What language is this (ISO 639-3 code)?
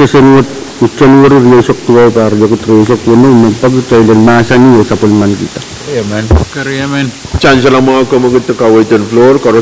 pon